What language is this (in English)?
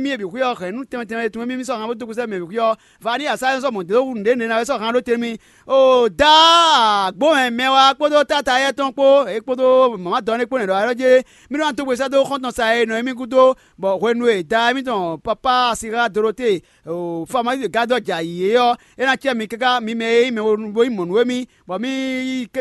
Fon